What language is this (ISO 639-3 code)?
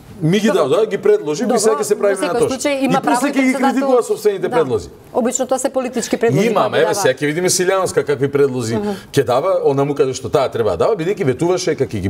mkd